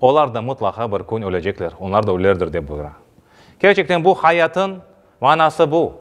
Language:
Crimean Tatar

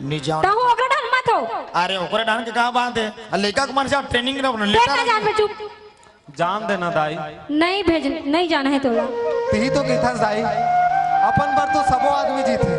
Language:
Chhattisgarhi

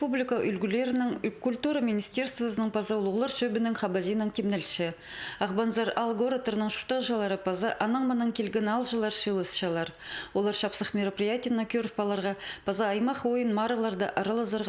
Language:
Khakas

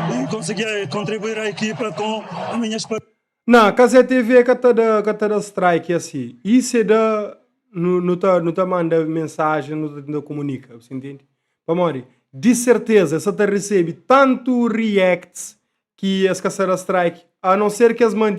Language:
Kabuverdianu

